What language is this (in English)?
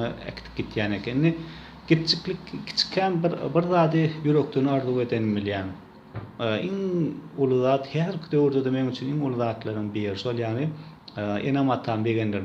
Turkmen